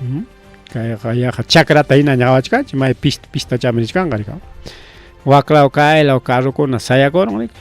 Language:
Ayacucho Quechua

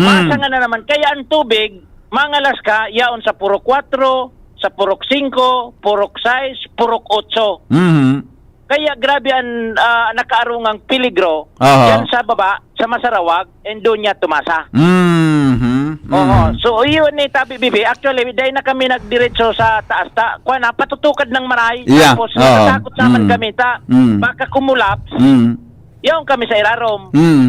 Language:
Bikol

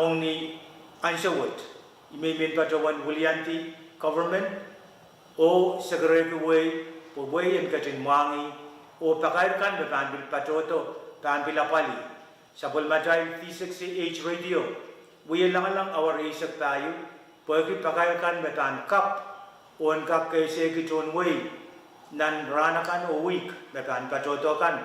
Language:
Pohnpeian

